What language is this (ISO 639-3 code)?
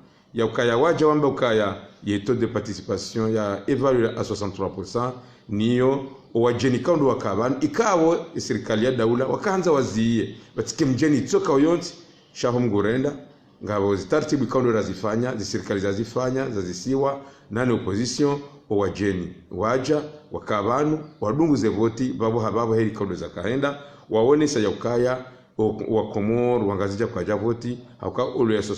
zdj